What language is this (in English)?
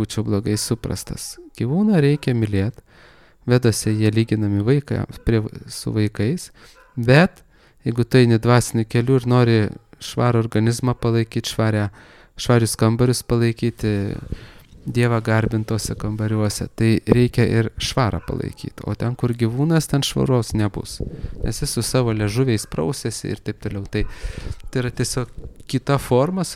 Lithuanian